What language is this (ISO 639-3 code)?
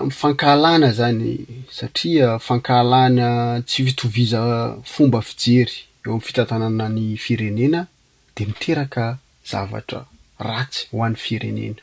mlg